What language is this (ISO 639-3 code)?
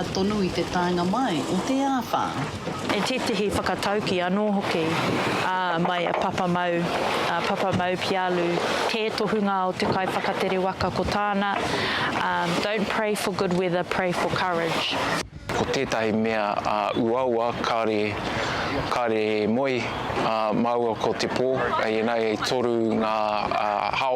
mri